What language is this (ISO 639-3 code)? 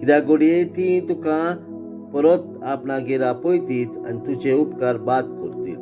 kok